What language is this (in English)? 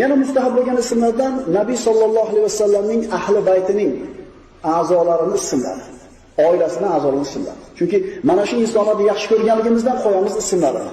Uzbek